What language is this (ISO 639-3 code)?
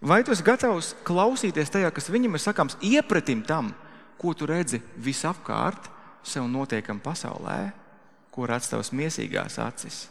lav